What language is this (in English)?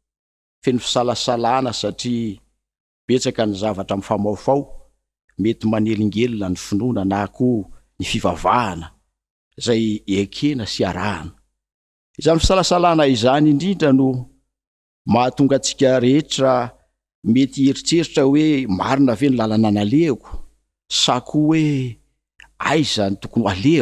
Malagasy